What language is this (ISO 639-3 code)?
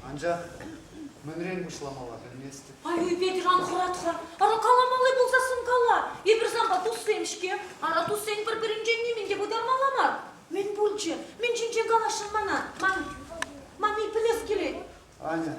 chv